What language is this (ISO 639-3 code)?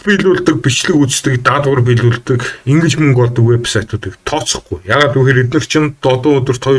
mon